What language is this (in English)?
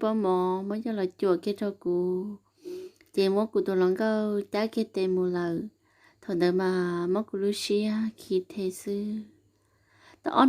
Hmong